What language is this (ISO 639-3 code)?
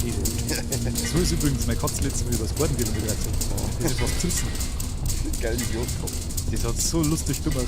bar